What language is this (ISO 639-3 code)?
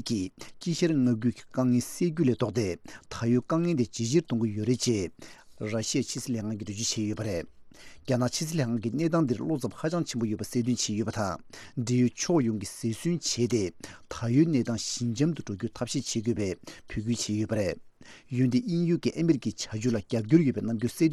bod